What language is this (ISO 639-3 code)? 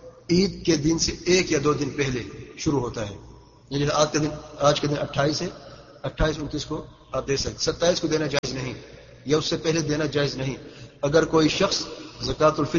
urd